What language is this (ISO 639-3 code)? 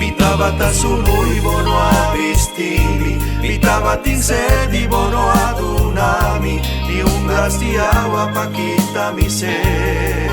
pap